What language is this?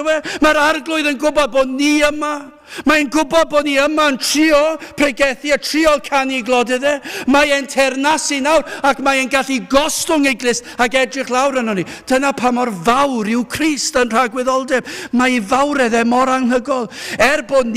Welsh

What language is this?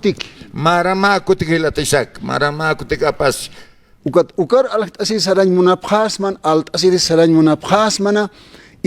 Aymara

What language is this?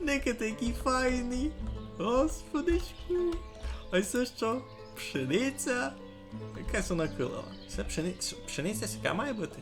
Rusyn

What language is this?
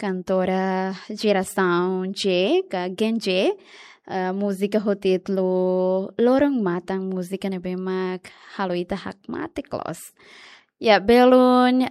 Tetum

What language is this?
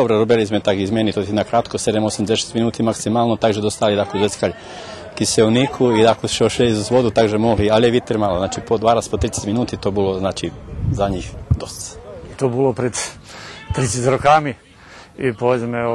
Rusyn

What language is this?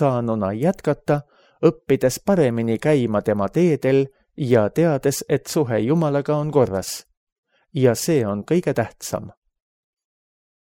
Estonian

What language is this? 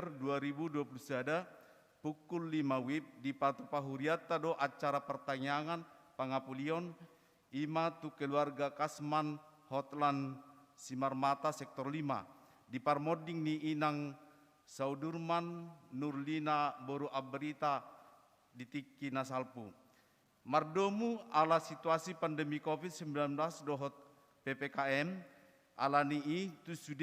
Batak Toba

